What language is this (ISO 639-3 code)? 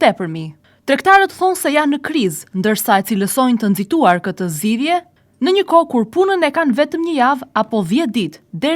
sqi